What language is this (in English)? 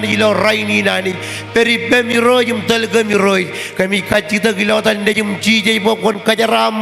Marshallese